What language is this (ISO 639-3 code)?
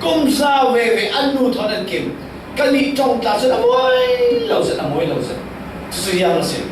cfm